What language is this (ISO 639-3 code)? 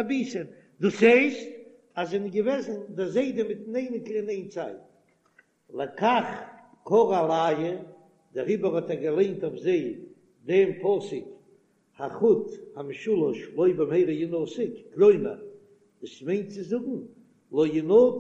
yid